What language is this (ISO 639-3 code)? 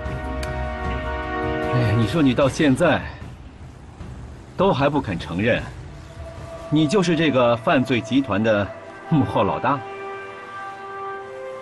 zho